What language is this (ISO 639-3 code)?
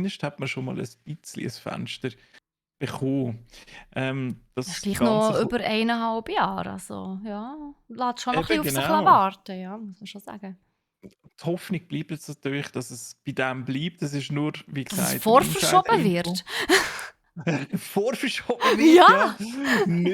gsw